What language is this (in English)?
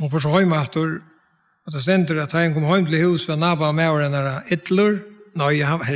Faroese